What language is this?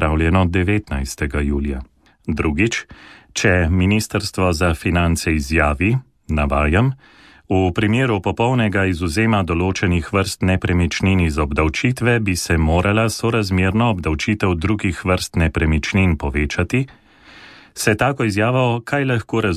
Slovenian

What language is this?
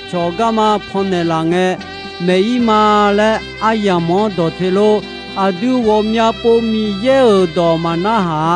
Akha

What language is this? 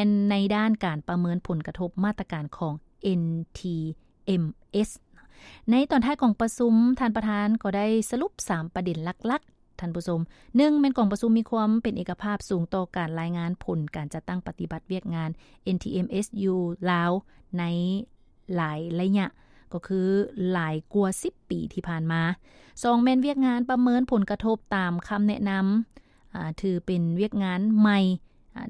Lao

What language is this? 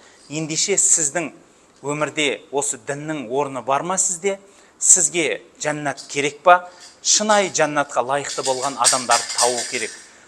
Kazakh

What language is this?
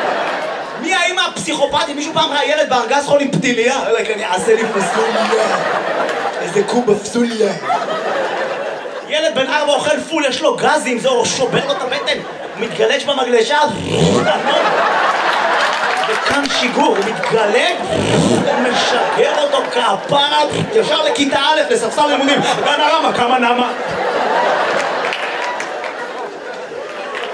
Hebrew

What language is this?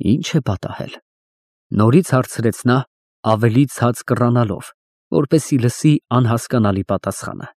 Armenian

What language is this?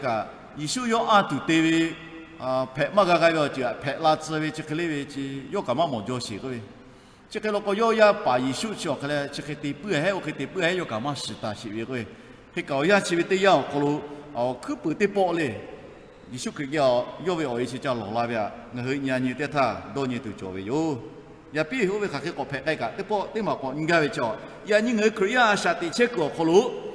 Lahu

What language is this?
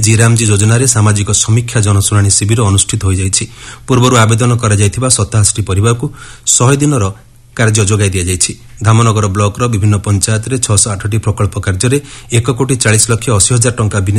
Odia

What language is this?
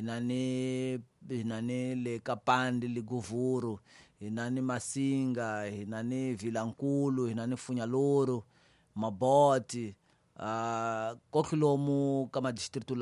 Tsonga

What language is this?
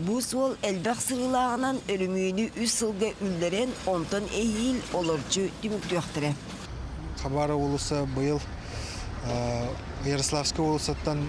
Yakut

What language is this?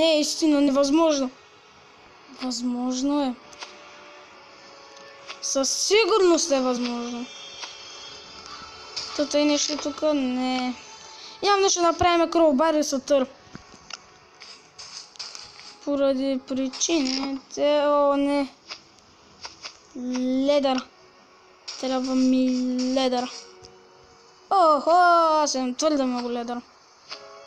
Bulgarian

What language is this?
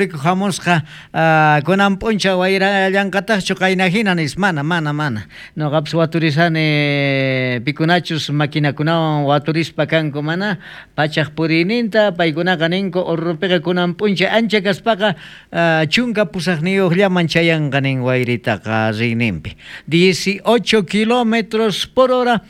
South Bolivian Quechua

